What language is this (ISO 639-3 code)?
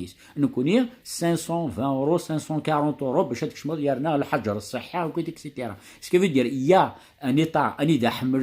kab